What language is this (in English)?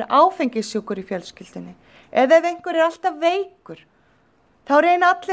Icelandic